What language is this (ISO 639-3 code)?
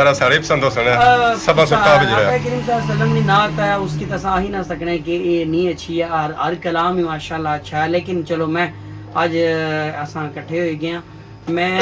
phr